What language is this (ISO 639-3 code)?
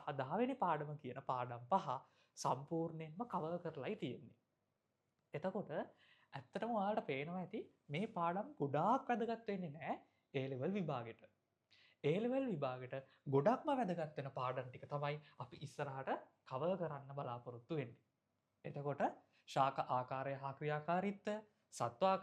sin